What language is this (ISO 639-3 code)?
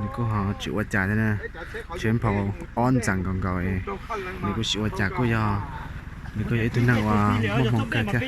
hmn